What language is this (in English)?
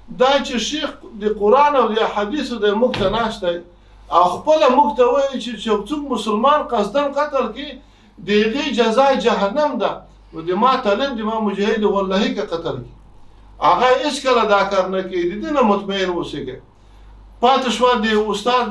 Pashto